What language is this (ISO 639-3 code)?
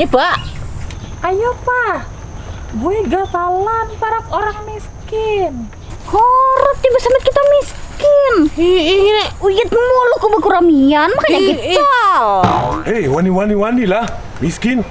bjn